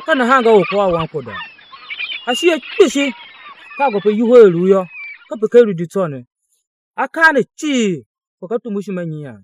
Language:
Tiv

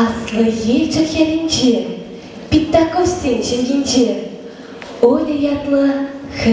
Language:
Chuvash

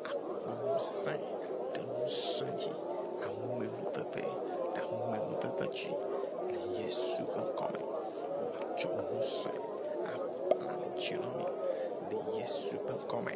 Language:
Ewe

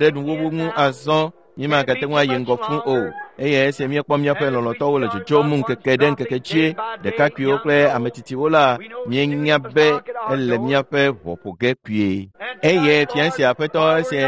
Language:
Ewe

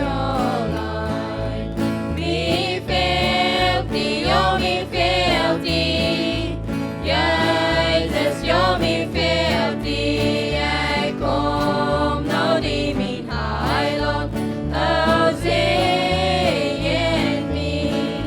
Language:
Plautdietsch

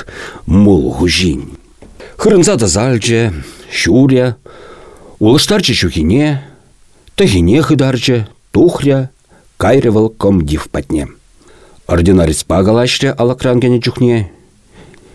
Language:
Chuvash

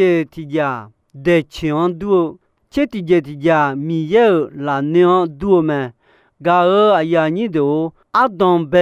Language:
Akha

